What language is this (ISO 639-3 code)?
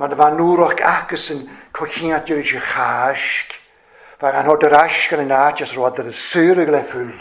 cym